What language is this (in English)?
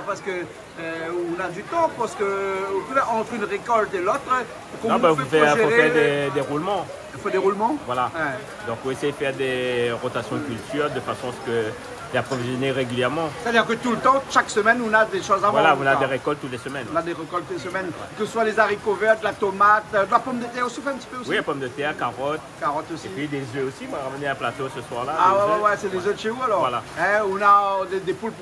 Réunion Creole French